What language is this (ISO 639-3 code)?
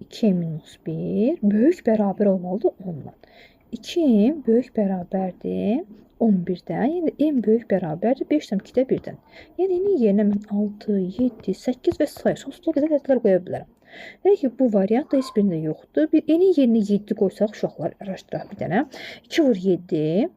aze